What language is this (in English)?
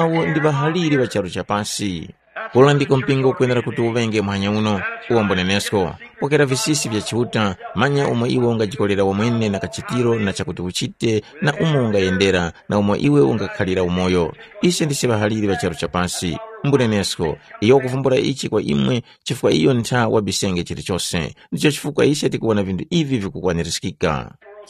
Tumbuka